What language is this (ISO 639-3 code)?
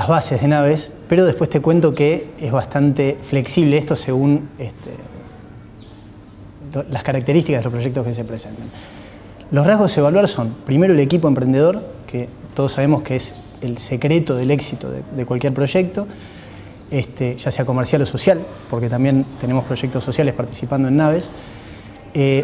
spa